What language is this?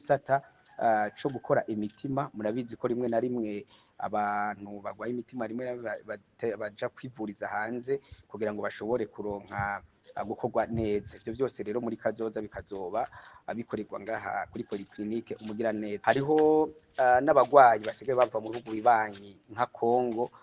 Rundi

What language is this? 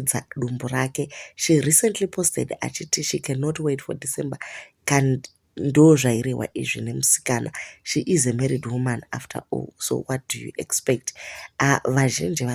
Shona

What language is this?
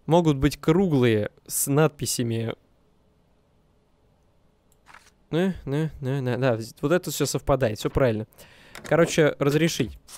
Russian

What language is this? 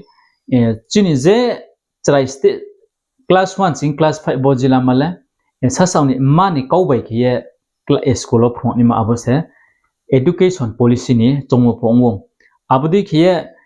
Riang (India)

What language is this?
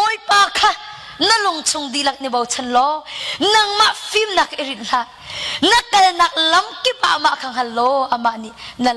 Hakha Chin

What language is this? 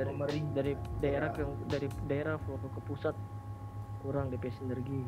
Manado Malay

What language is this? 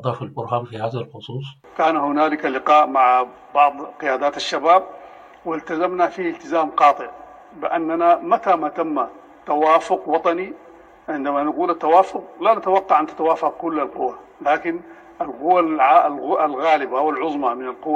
Sudanese Arabic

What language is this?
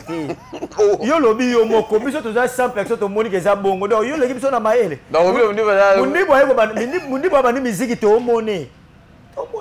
Lingala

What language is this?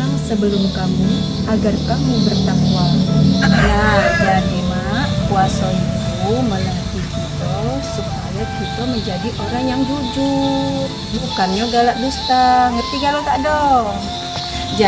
Musi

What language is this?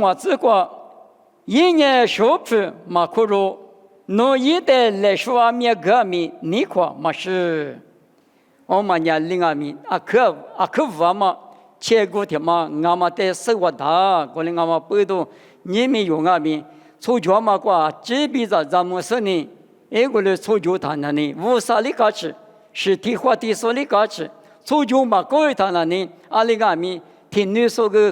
Lisu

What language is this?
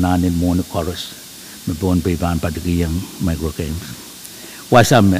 Pohnpeian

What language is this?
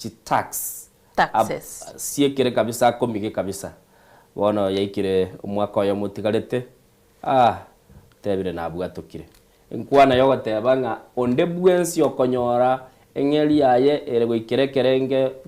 Gusii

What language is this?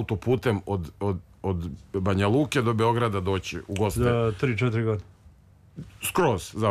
Serbian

